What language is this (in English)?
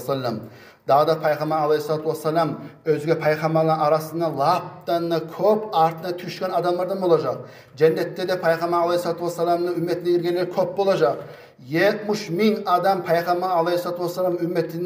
Kumyk